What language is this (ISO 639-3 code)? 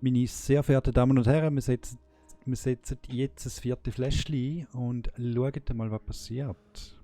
gsw